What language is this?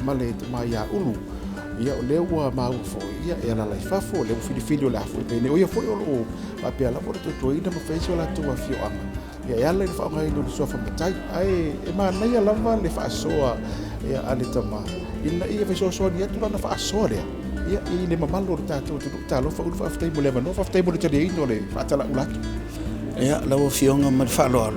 Samoan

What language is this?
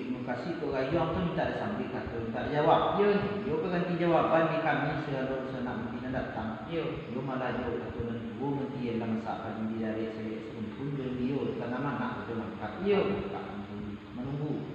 Minangkabau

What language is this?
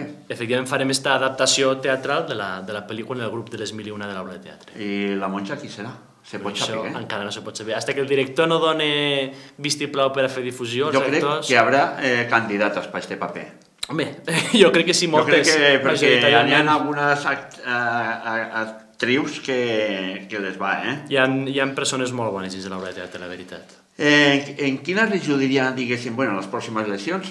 Catalan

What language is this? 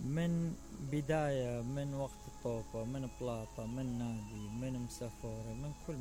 Mesopotamian Arabic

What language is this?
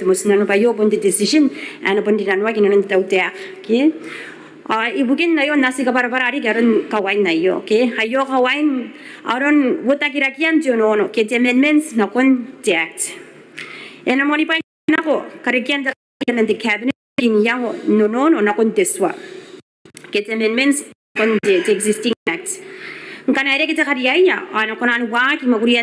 Gilbertese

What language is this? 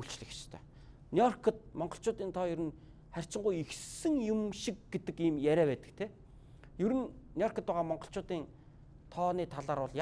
Mongolian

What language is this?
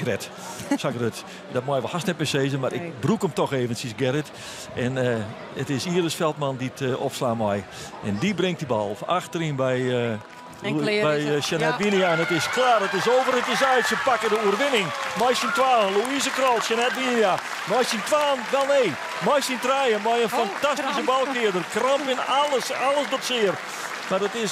Western Frisian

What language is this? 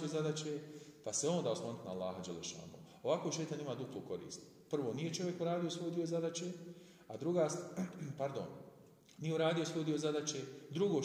Bosnian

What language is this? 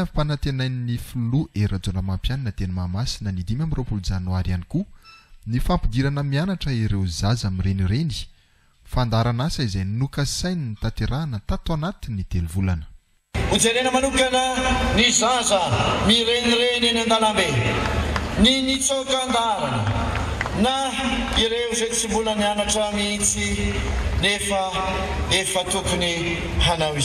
Malagasy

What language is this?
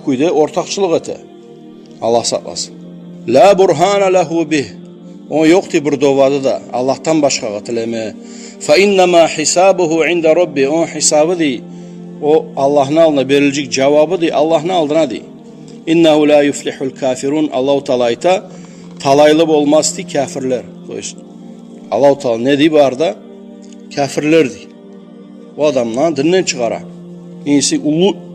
Kumyk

